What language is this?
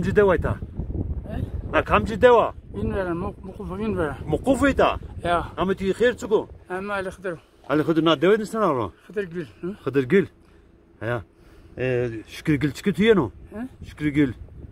Zaza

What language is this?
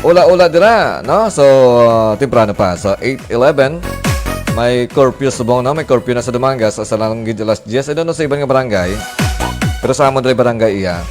Hiligaynon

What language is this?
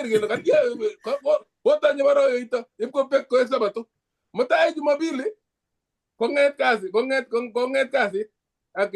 Kalenjin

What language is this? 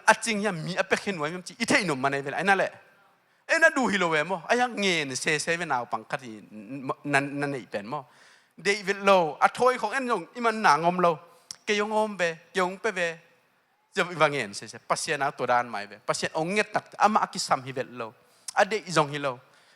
Tedim Chin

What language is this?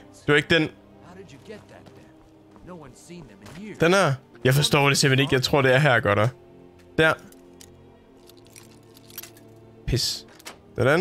Danish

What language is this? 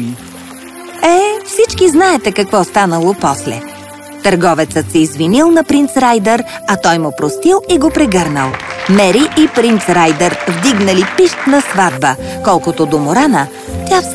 Bulgarian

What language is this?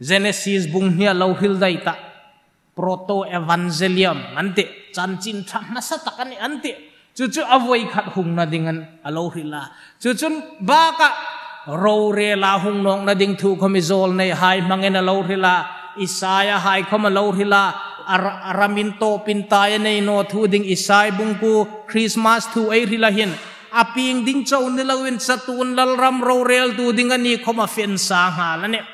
Hmar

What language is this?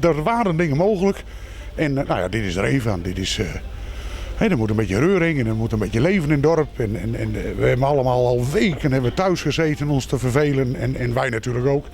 Western Frisian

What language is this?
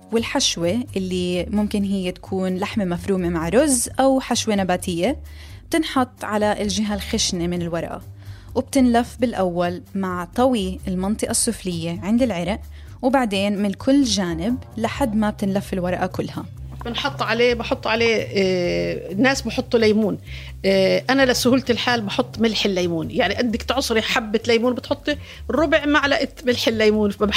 North Levantine Arabic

